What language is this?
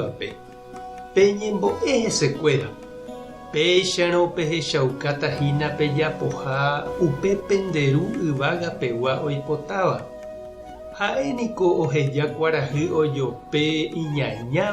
Guarani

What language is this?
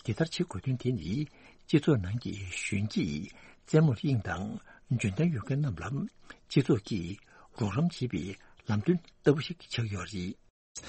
Tibetan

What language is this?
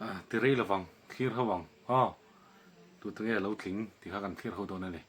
Mizo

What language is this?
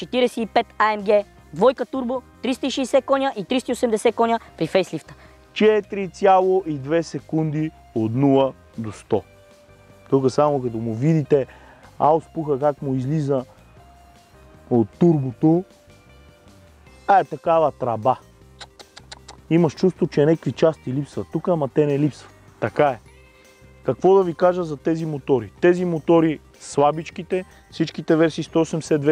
Bulgarian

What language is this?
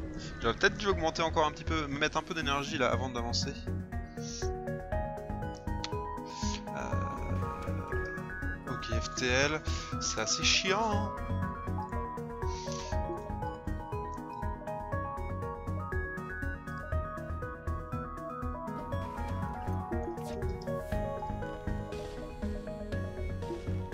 French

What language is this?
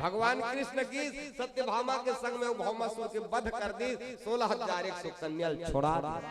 Chhattisgarhi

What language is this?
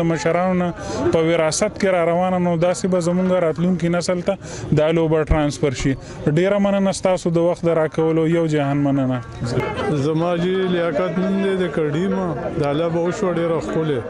Pashto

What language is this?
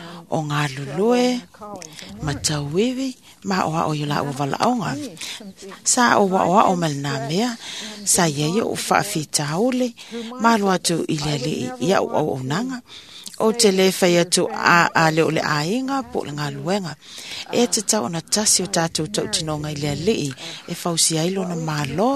Samoan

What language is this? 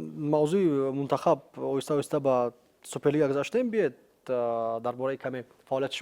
Tajik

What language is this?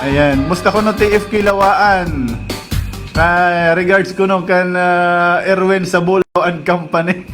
Waray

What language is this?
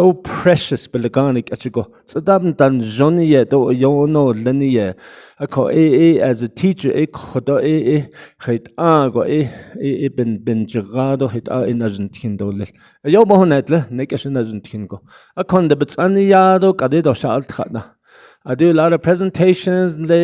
Navajo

